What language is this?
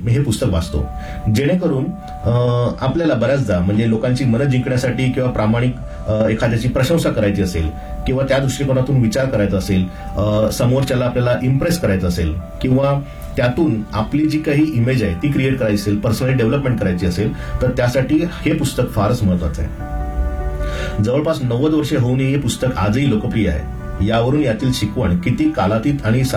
Marathi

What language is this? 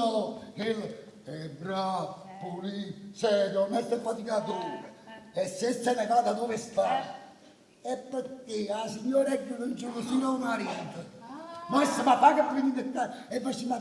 Neapolitan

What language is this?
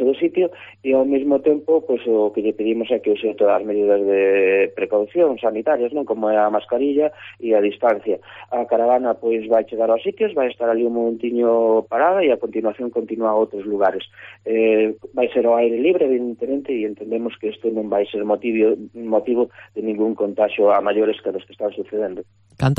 Galician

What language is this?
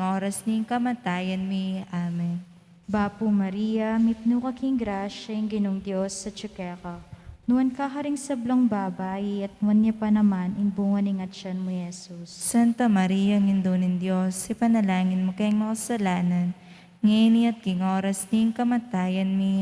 Pampanga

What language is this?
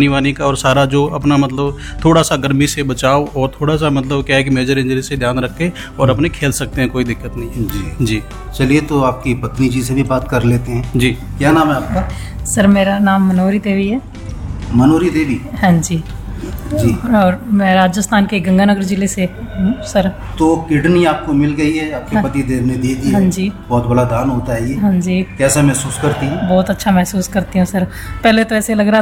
Hindi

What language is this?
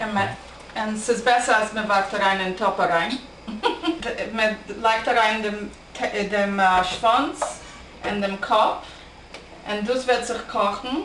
Yiddish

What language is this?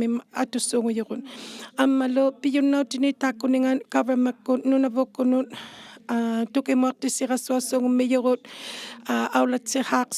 Inuktitut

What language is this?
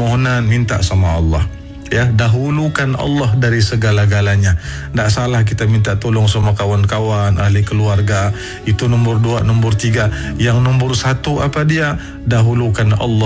Malay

